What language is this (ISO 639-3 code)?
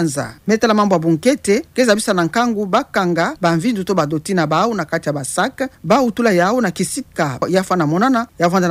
ktu